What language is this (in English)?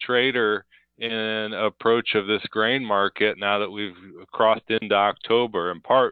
English